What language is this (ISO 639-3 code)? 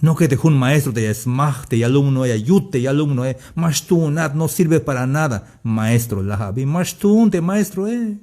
tzh